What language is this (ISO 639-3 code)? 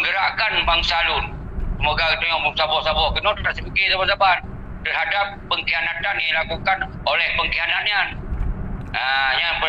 ace